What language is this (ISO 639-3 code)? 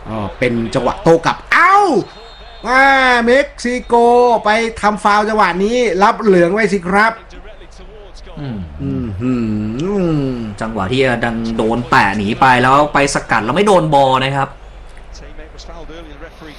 tha